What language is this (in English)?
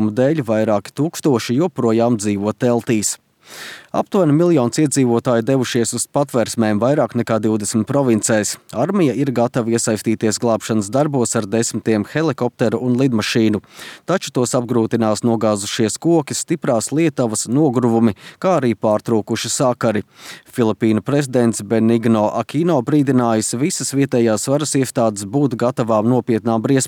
Latvian